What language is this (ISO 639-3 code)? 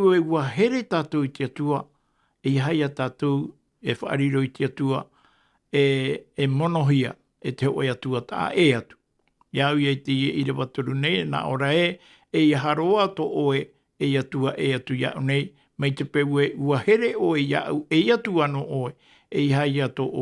tah